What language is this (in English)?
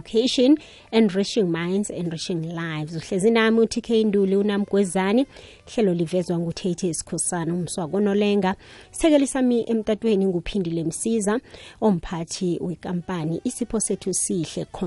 South Ndebele